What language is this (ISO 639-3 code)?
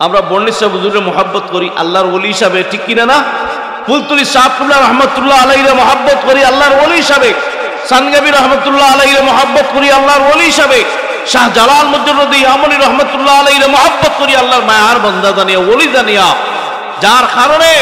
syl